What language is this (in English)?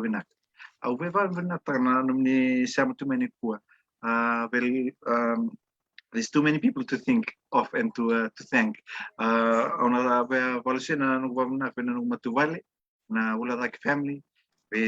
Fijian